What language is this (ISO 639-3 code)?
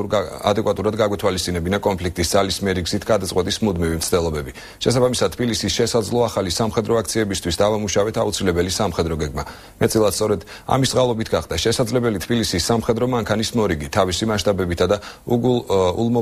kat